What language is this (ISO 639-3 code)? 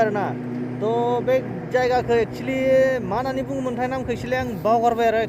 brx